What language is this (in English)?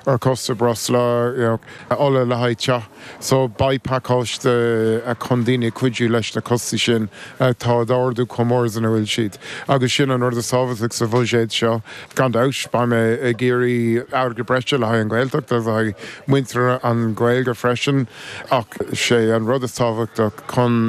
Irish